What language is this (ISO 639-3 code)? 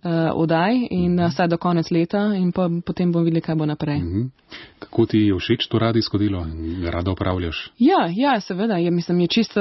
slv